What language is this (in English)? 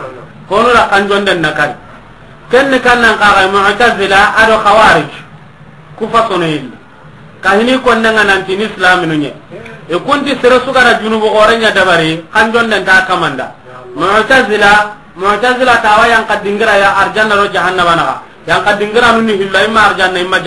Soninke